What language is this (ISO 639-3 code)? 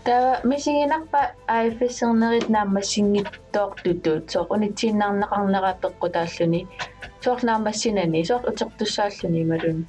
kal